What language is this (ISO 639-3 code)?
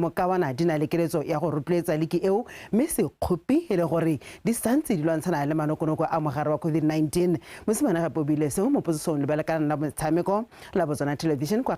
tsn